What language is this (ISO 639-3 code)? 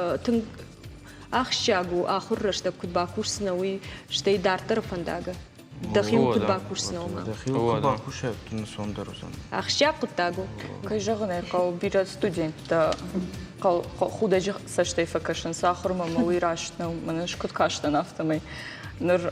oss